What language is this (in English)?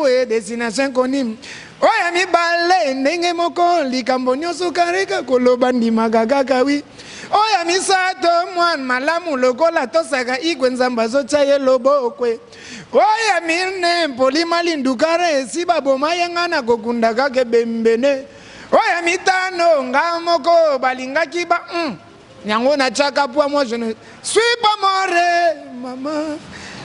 Lingala